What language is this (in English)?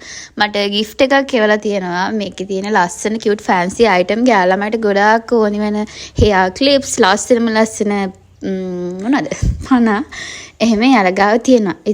Sinhala